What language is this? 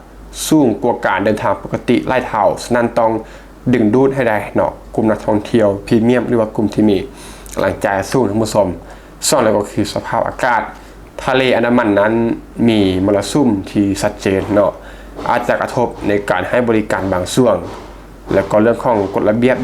Lao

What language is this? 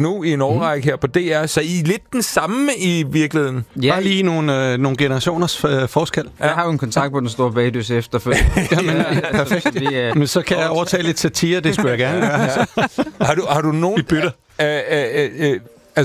Danish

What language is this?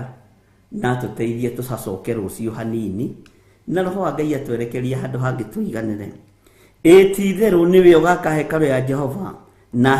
Kikuyu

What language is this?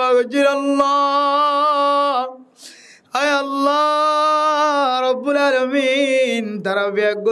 Rohingya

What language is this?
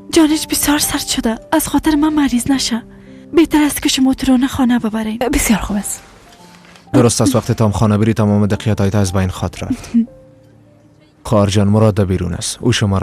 Persian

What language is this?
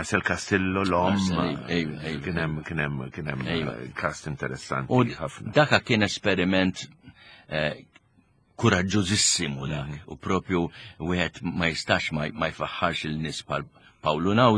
Maltese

